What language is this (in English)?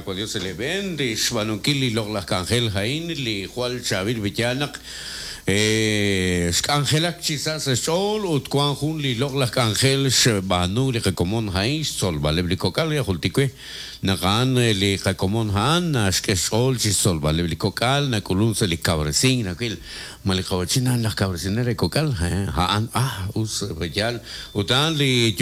Kekchí